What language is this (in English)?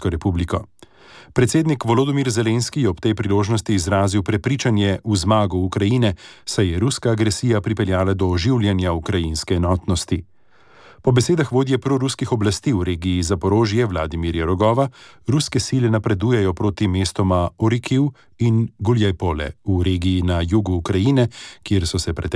Slovenian